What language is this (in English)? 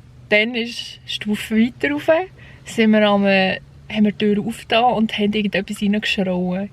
Swiss German